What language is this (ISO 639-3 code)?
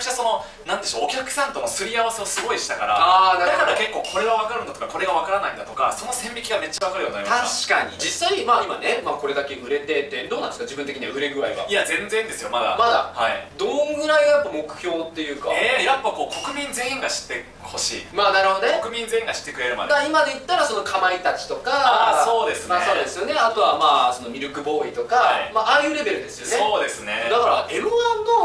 jpn